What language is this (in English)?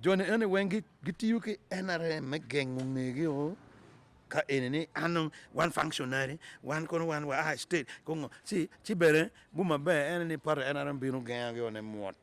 Acoli